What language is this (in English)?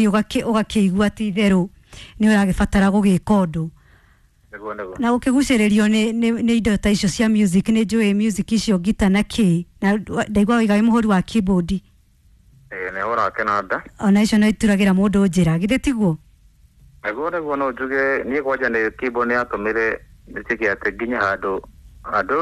Kikuyu